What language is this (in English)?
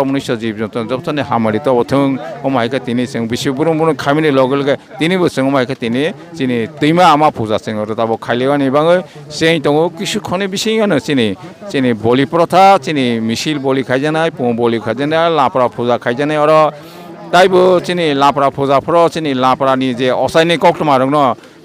Kok Borok